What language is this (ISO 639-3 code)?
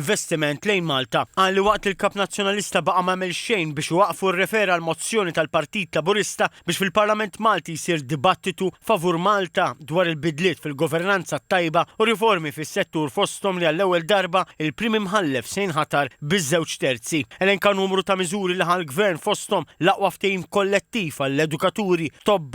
mlt